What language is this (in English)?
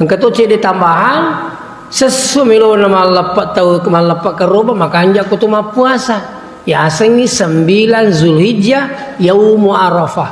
Buginese